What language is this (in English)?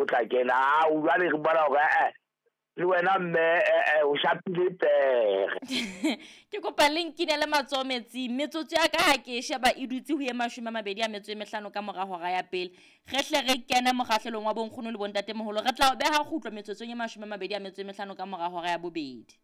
Southern Sotho